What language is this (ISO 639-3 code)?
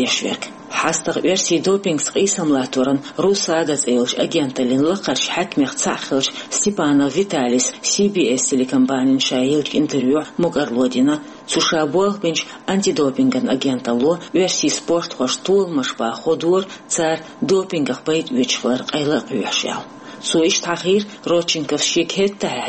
che